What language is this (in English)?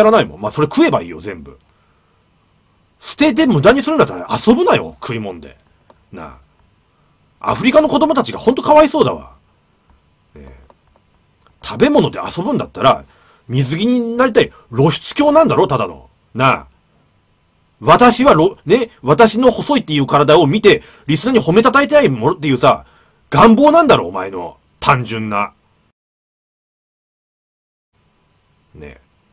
Japanese